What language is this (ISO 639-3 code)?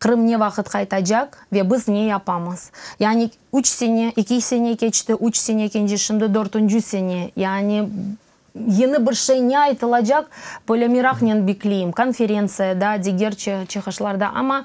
crh